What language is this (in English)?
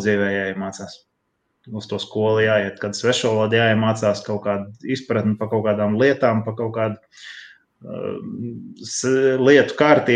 Latvian